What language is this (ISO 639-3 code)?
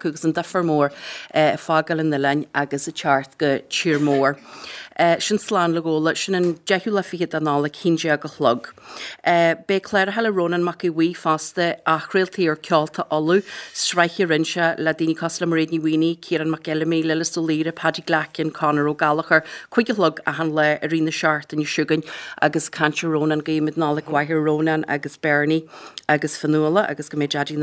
gle